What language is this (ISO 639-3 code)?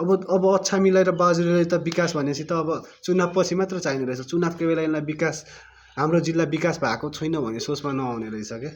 nep